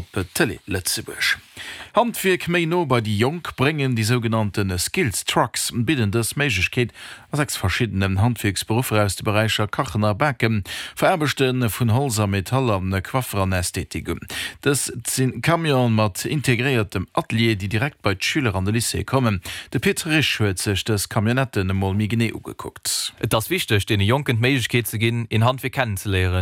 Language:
Luxembourgish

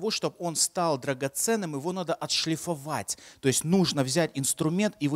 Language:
Russian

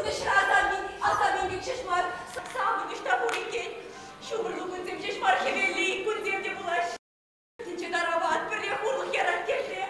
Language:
Chuvash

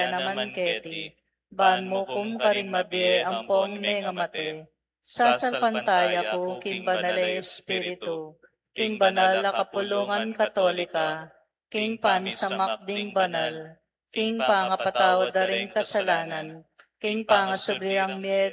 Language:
Pampanga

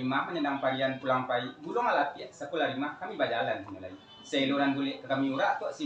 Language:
Minangkabau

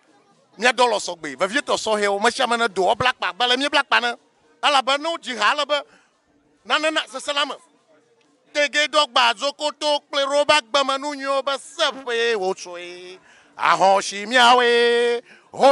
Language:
Ewe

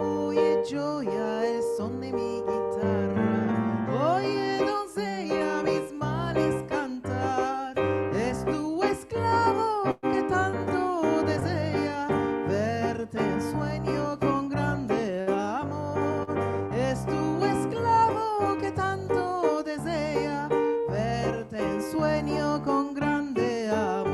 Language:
Ladino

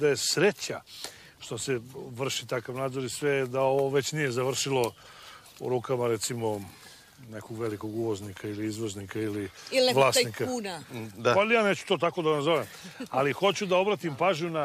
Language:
Serbian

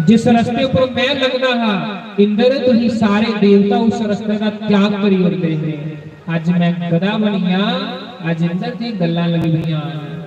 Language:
Dogri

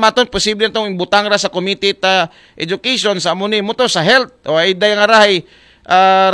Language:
Aklanon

